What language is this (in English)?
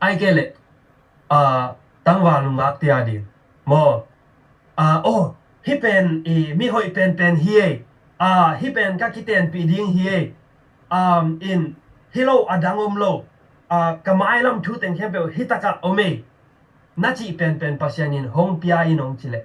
Tedim Chin